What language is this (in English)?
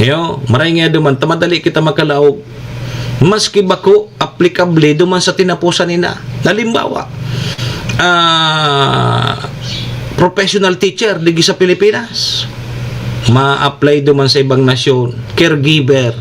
Bikol